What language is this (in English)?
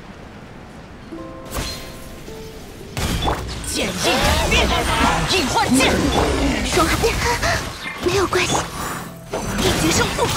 Chinese